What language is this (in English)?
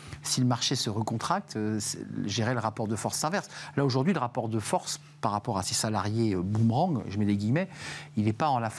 French